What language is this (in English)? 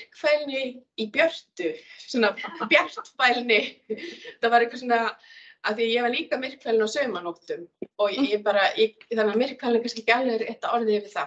Icelandic